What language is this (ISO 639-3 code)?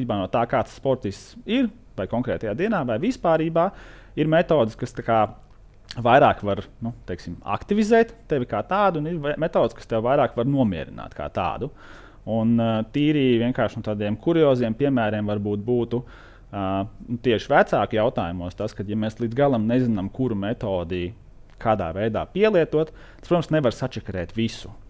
lav